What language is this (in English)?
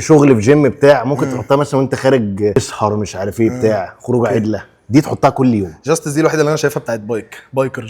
Egyptian Arabic